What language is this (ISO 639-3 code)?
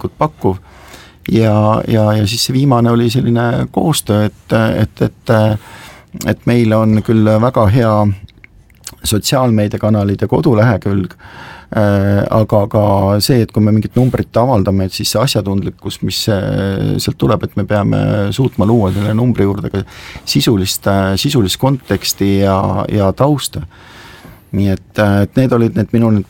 est